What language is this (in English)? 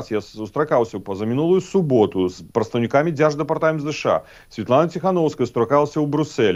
Belarusian